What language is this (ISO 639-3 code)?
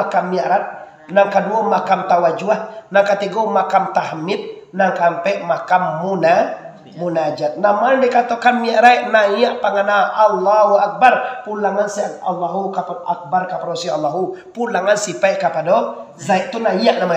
min